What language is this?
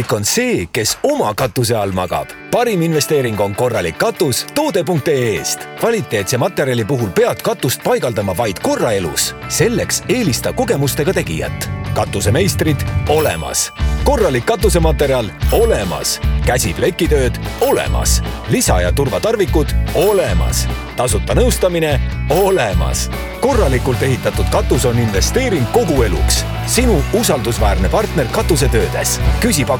Estonian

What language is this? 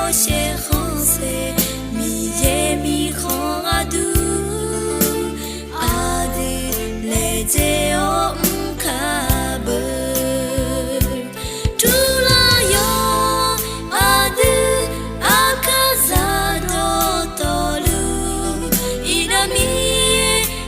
Akha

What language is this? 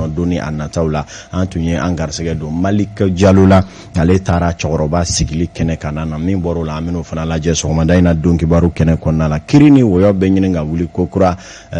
Bambara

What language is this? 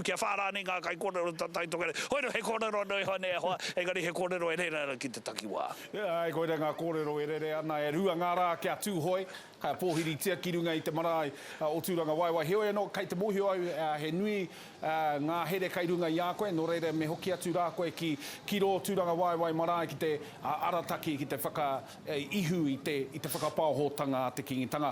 Māori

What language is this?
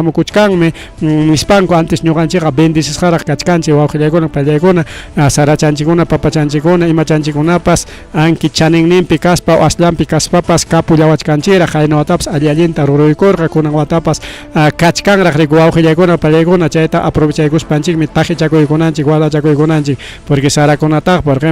Ayacucho Quechua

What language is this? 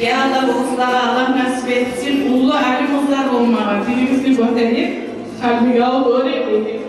Kumyk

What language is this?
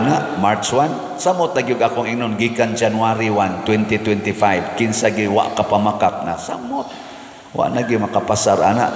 Cebuano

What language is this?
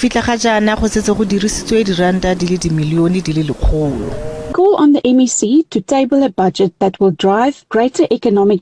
Tswana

